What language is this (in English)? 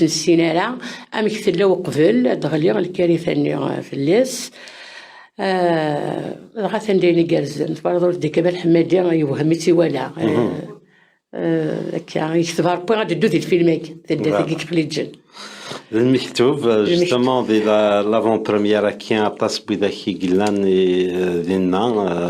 Kabyle